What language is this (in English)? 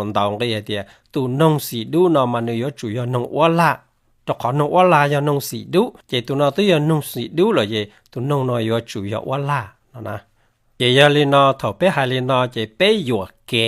Hmong